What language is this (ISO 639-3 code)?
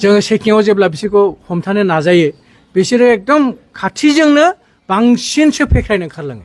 brx